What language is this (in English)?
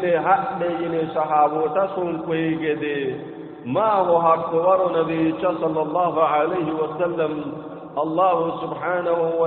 Sidamo